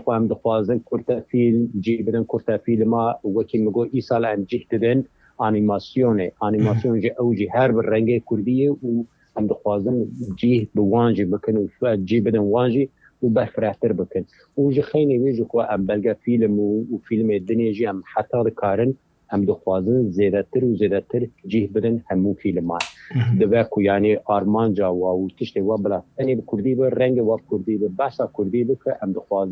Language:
Kurdish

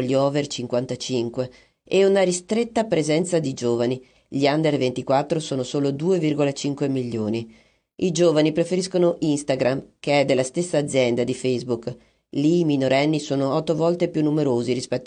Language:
Italian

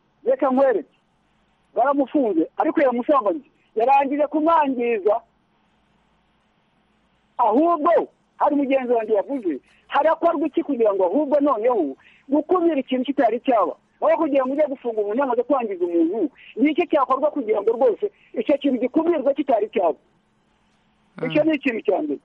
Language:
Kinyarwanda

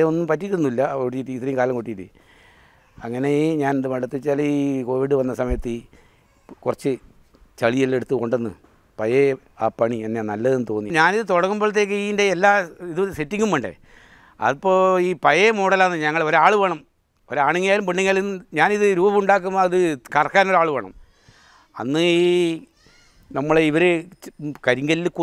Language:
Malayalam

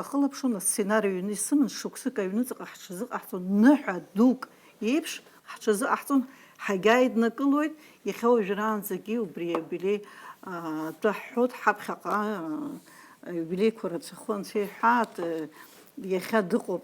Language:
Abkhazian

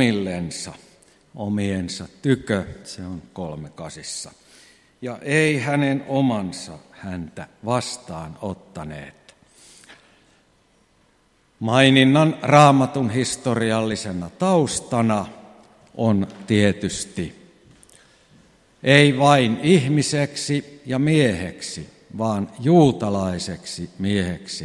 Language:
Finnish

